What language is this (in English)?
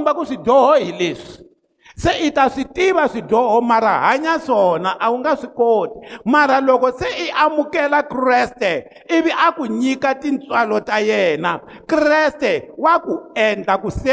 Tsonga